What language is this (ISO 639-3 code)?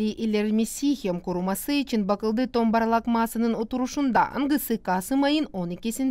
gag